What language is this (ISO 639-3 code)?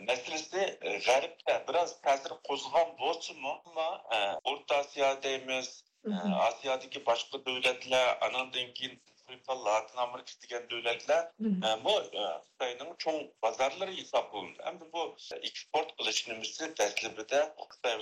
uig